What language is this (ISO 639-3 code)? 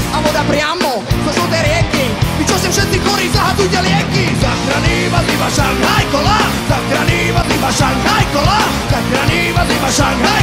slk